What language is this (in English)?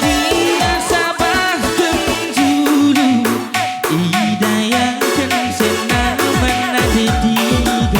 Batak Karo